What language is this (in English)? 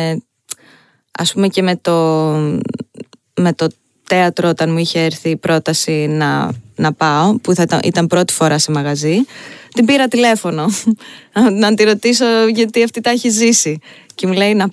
Greek